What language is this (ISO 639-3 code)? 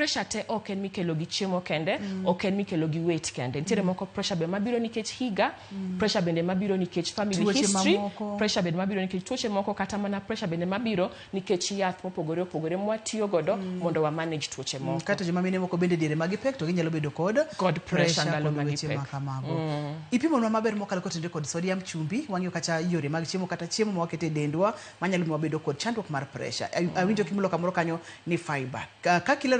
luo